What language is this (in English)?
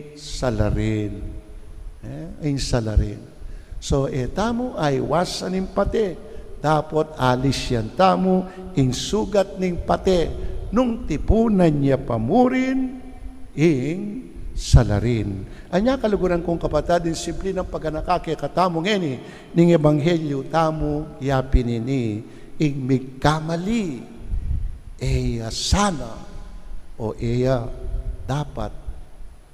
Pampanga